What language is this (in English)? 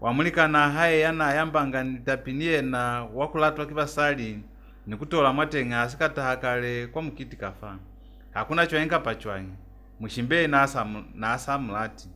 Lozi